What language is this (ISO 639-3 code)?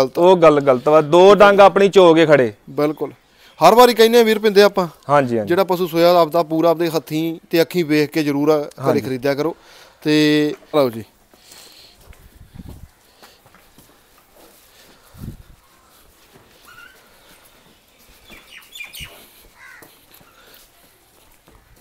pan